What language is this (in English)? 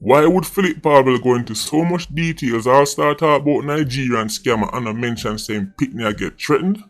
Jamaican Creole English